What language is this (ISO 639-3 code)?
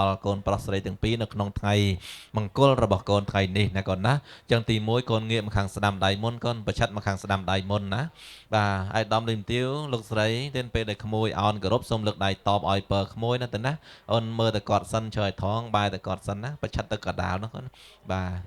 khm